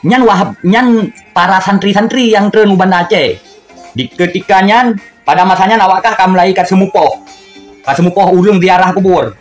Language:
Achinese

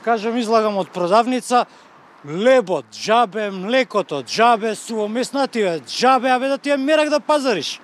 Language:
Macedonian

